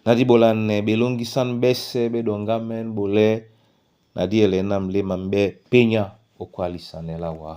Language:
Duala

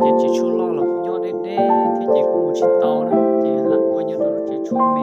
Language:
Hmong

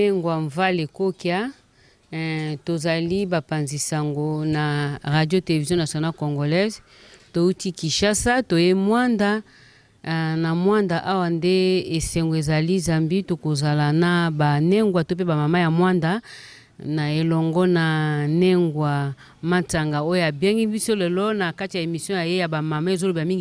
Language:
Lingala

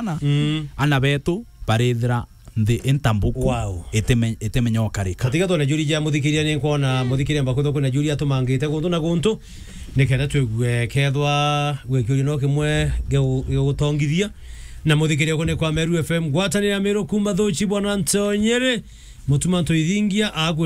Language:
Meru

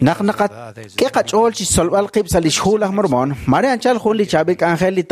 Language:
Kekchí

